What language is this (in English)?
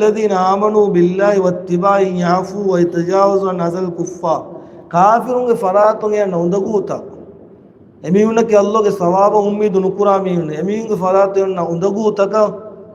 Divehi